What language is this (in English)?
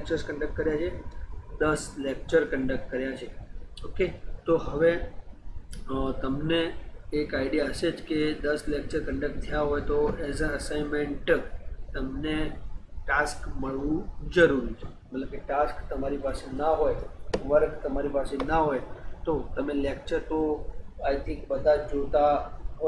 Gujarati